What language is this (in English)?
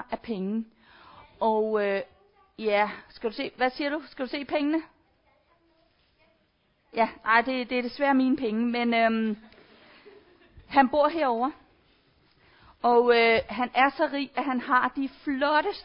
Danish